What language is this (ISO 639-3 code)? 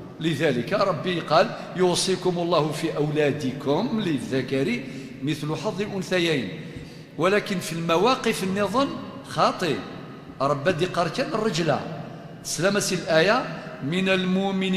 kab